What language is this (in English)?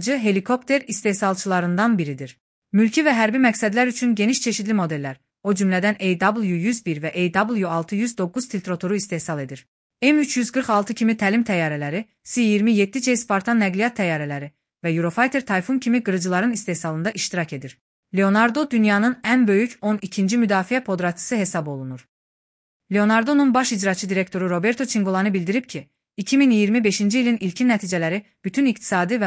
Azerbaijani